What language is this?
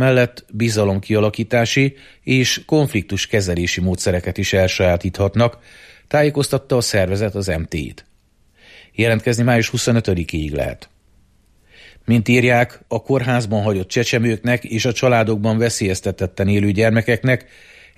Hungarian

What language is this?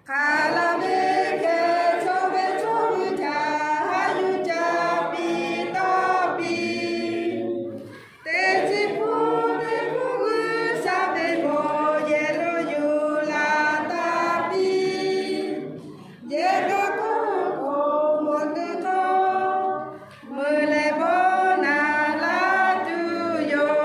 Lahu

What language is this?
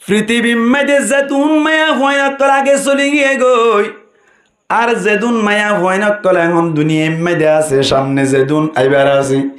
Rohingya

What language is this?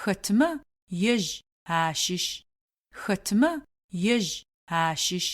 Adyghe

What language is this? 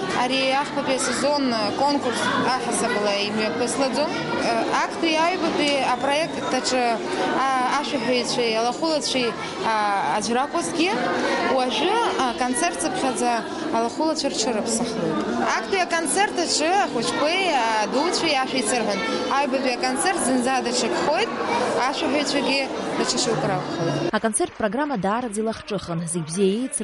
Abkhazian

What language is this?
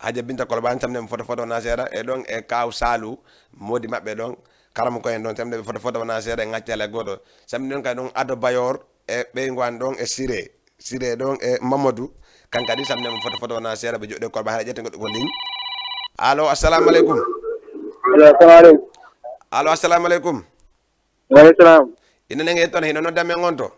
Fula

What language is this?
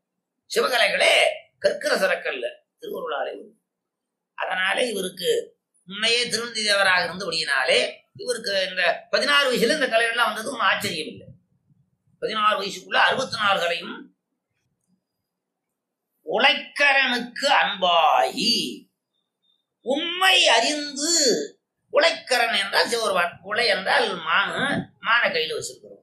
Tamil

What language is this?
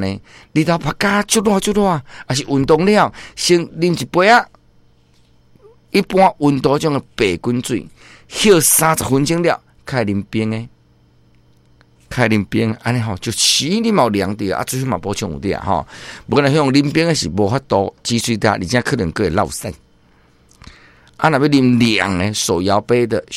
Min Nan Chinese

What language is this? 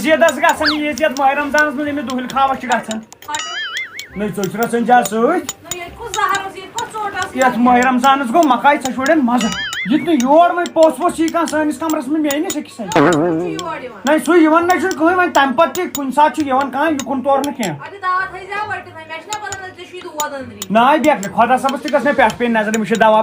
Kashmiri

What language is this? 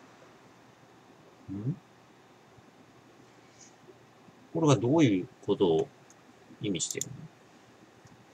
Japanese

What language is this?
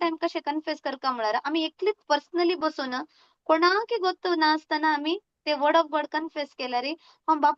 Konkani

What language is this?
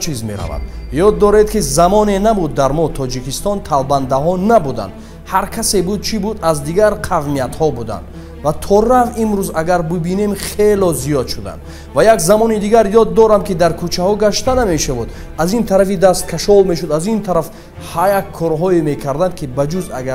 Tajik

